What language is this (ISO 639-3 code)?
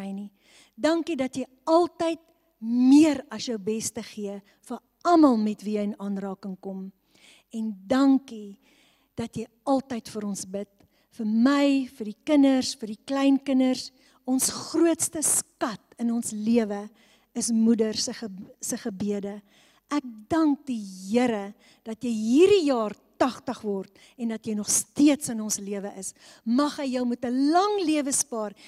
afr